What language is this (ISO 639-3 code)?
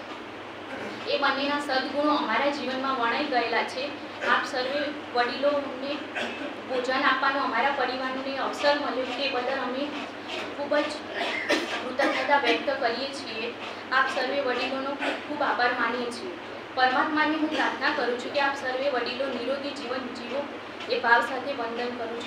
guj